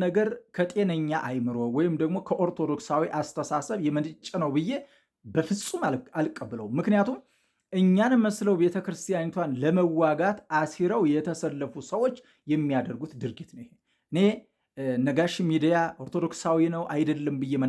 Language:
Amharic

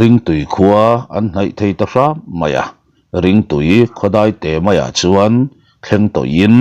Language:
Mizo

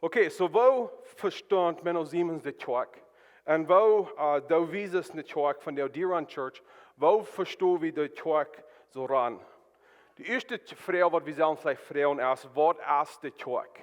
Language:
Plautdietsch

